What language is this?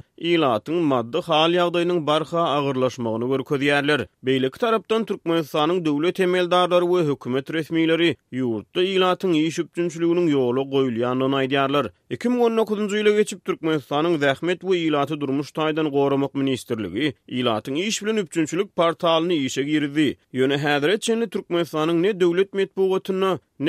Turkmen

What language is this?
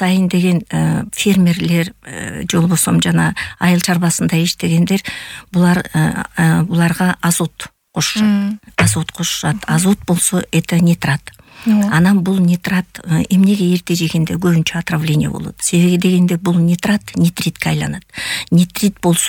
Kyrgyz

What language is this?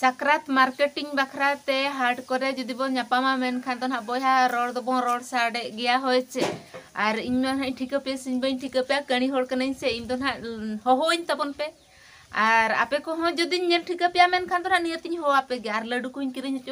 Santali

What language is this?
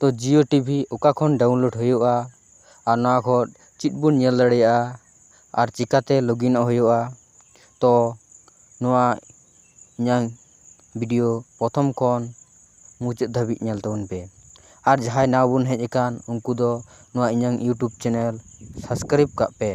Santali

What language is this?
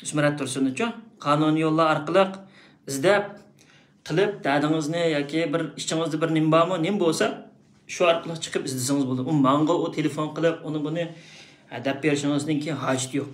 Uyghur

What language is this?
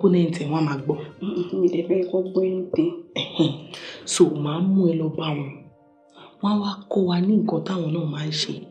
Yoruba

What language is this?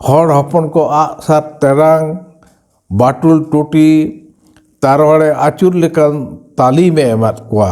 Santali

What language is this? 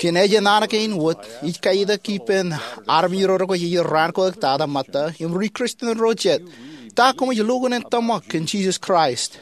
Marshallese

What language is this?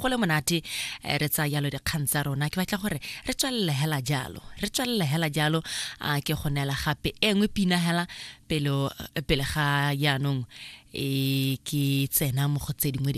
Tswana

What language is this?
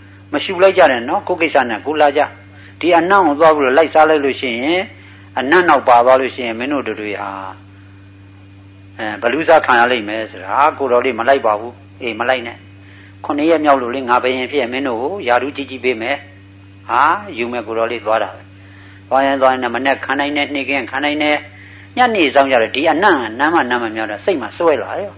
Burmese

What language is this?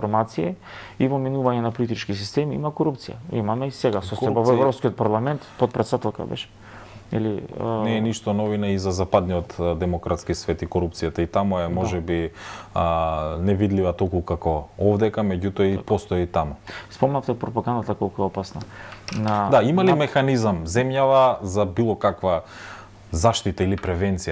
Macedonian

